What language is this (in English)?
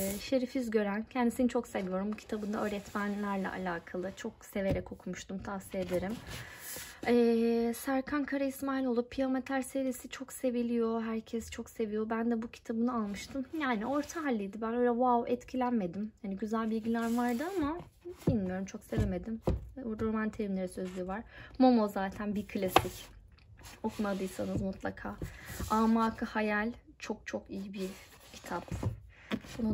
Turkish